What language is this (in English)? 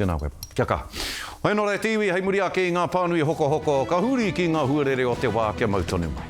Māori